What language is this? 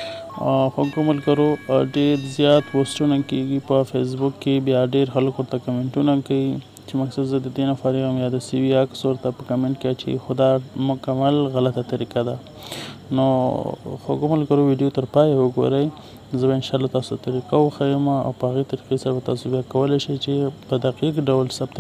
Pashto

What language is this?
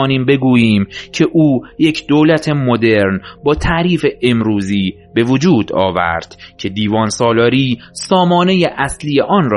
Persian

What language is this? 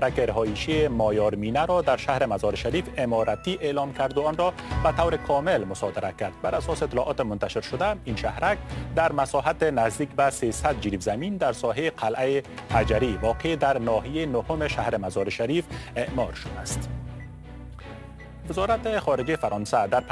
Persian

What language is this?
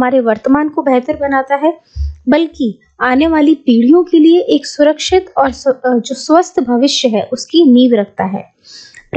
Hindi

